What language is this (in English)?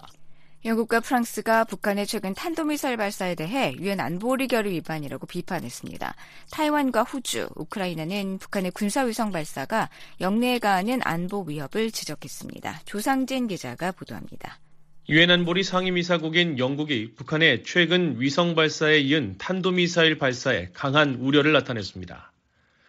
Korean